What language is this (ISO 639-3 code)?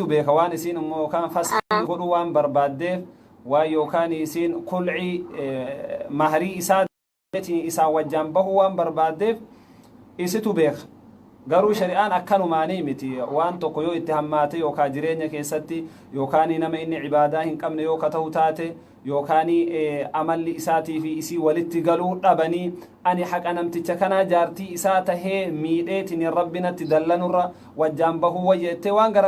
orm